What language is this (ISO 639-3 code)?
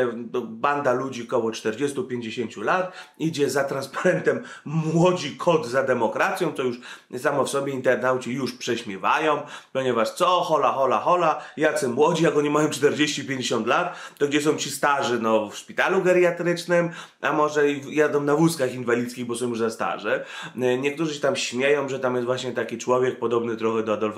pol